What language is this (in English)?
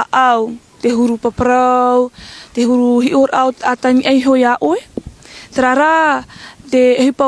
Tahitian